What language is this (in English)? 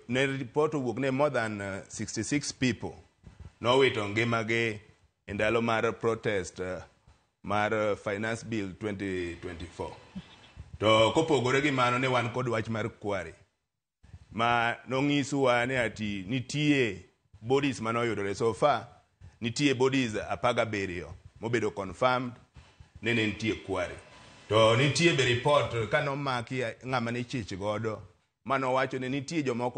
Luo (Kenya and Tanzania)